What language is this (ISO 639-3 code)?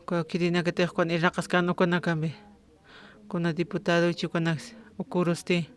aym